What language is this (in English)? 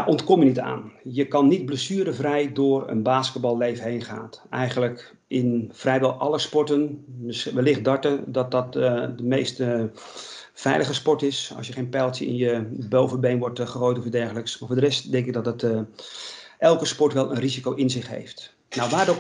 Dutch